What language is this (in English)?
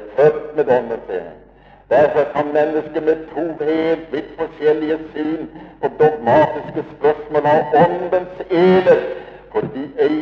Norwegian